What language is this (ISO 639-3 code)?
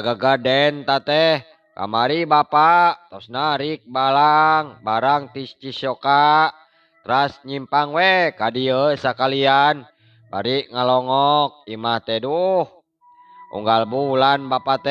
sun